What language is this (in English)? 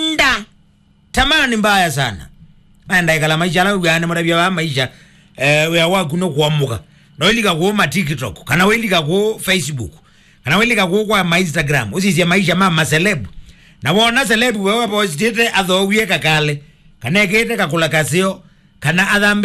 Kamba